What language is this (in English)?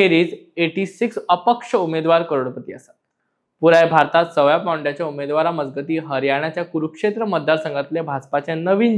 Konkani